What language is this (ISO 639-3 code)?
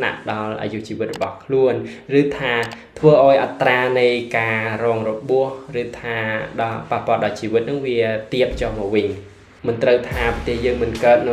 khm